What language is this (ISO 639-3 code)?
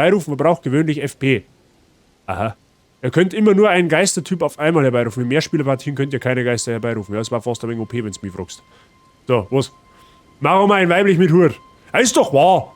bar